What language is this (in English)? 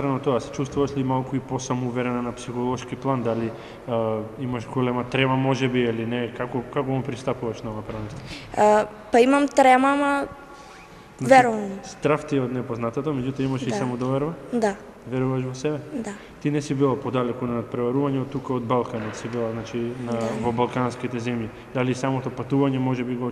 Macedonian